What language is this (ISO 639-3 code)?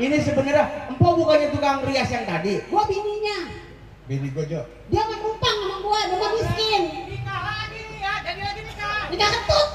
bew